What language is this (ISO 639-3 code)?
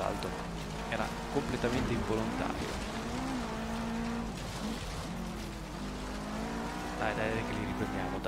ita